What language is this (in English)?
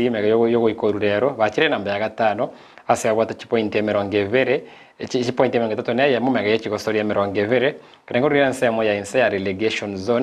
Gusii